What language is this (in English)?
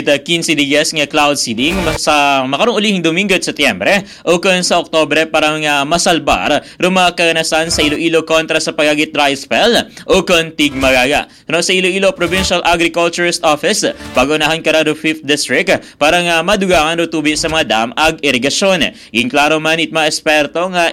Aklanon